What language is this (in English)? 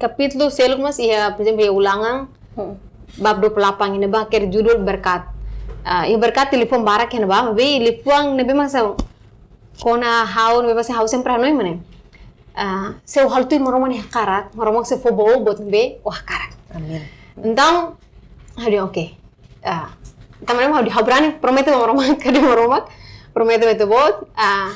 Tetum